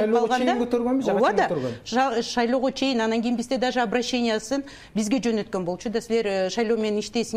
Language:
Kyrgyz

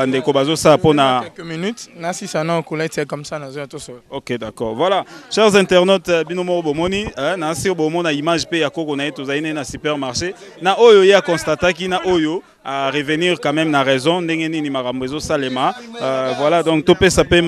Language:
Lingala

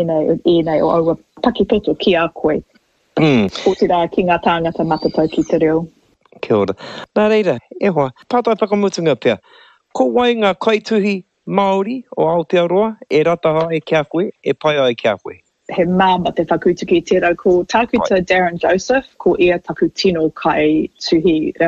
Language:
Māori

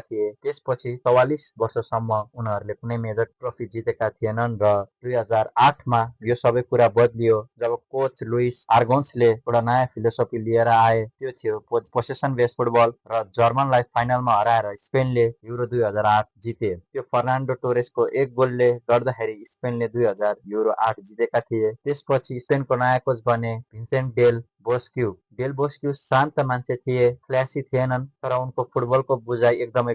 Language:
Nepali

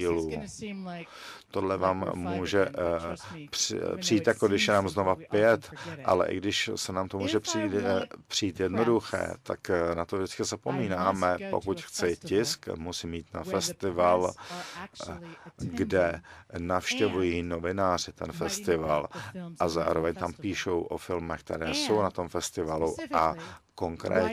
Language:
Czech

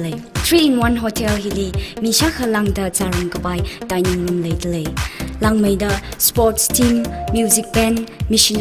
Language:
Tangkhul Naga (India)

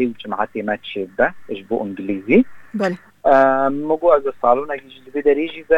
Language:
Kurdish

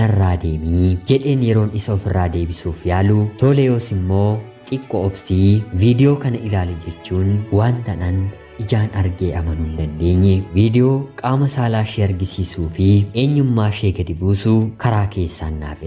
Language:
Oromo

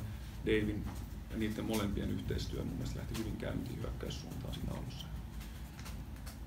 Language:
Finnish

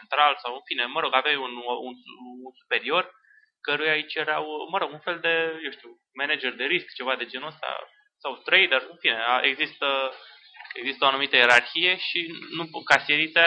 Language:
Romanian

